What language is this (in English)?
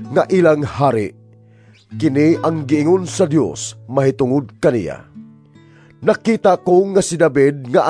Cebuano